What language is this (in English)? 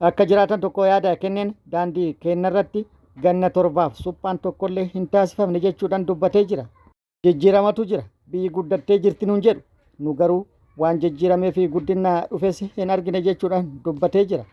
Oromo